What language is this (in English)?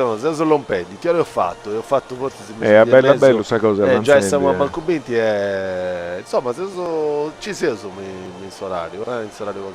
Sardinian